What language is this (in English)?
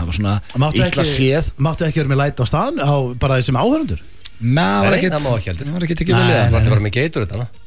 Icelandic